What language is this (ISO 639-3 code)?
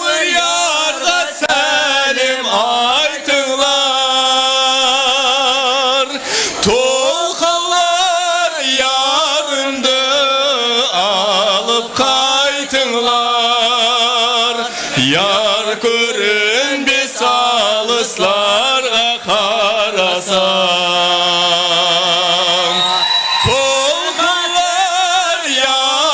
kaa